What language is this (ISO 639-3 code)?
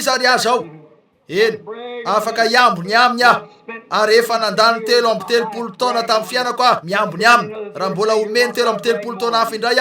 mlg